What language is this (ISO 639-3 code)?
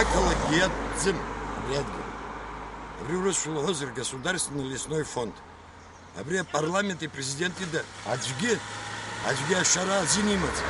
abk